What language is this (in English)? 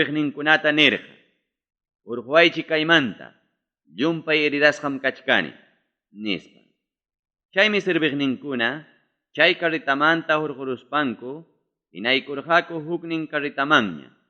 Ayacucho Quechua